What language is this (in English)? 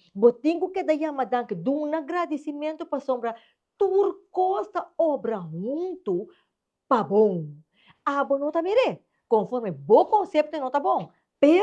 Papiamento